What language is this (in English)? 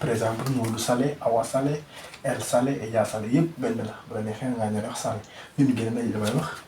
Wolof